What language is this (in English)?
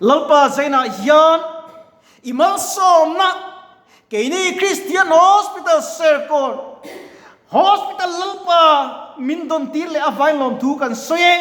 Mizo